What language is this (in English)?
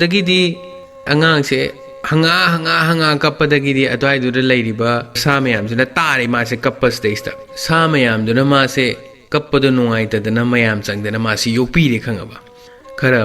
Manipuri